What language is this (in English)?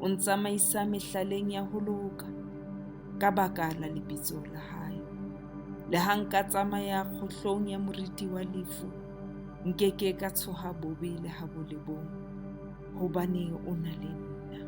Southern Sotho